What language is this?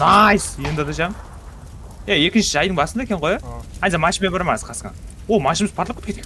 Kara-Kalpak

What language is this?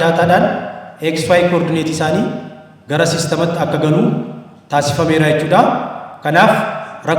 Oromo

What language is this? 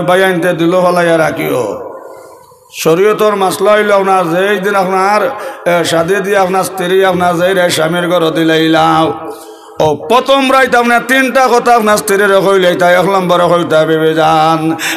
Sylheti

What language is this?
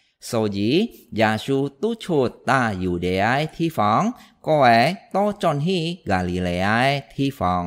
Hakka Chinese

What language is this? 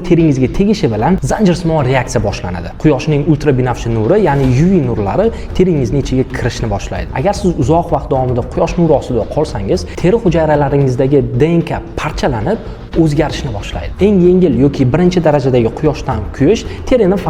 Uzbek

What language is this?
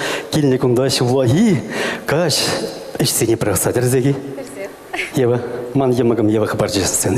Chuvash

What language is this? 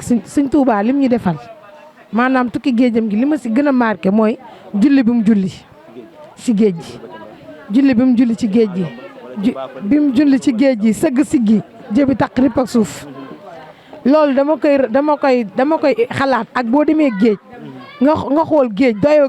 Wolof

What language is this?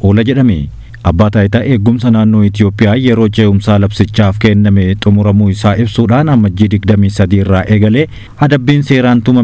Oromo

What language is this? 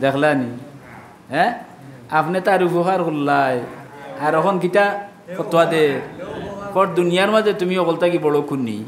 Sylheti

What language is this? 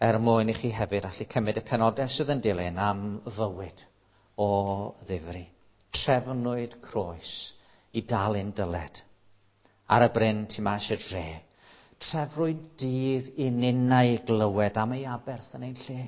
Welsh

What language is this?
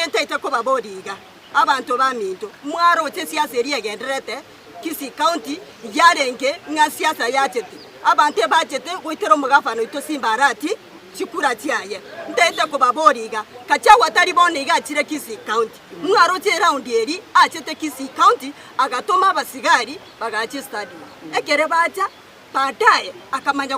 Gusii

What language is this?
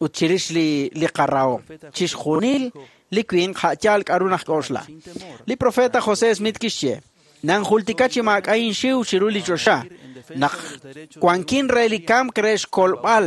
Kekchí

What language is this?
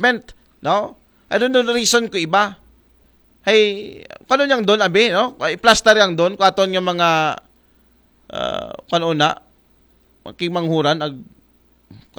Aklanon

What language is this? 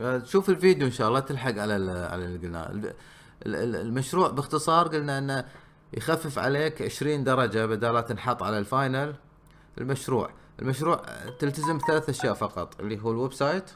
Gulf Arabic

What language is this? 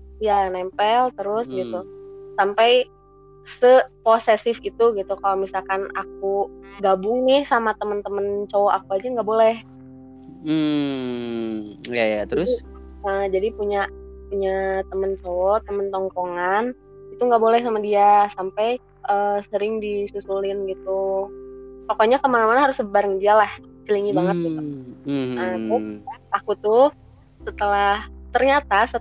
Indonesian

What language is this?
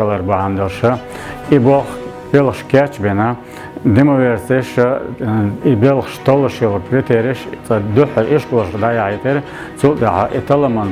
Chechen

